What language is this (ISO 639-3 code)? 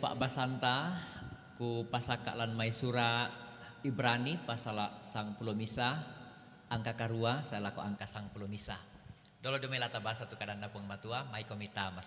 sda